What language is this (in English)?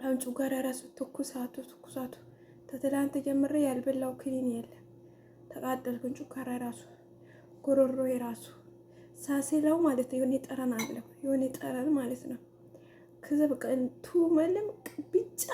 Amharic